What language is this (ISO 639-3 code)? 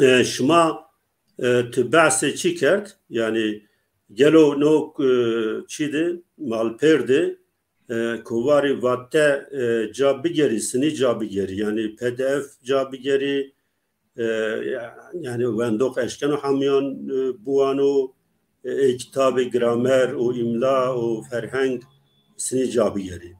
zza